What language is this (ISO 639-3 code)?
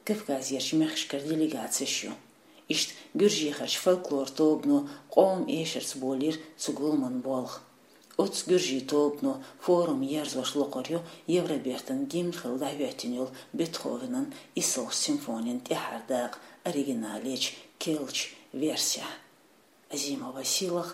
che